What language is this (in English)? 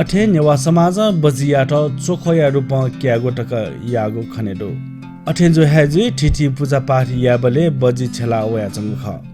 Newari